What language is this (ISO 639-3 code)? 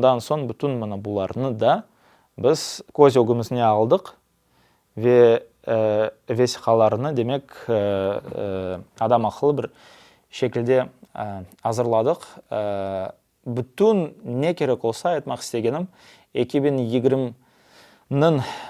crh